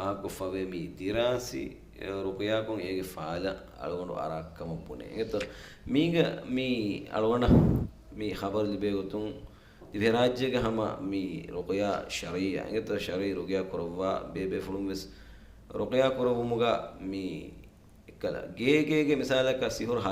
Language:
Divehi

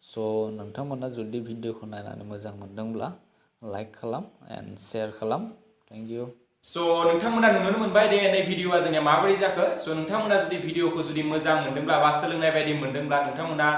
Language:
Bodo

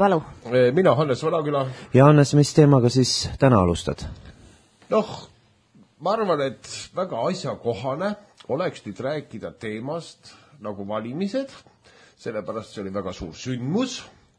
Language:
Estonian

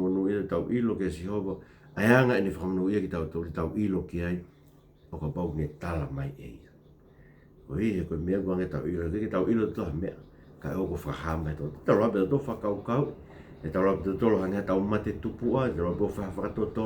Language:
Tongan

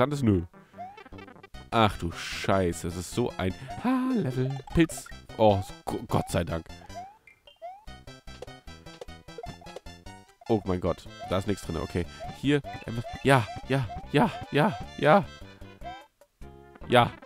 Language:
German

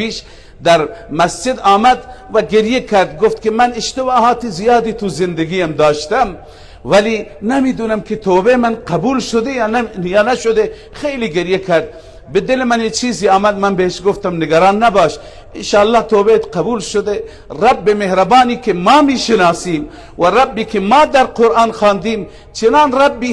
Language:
Persian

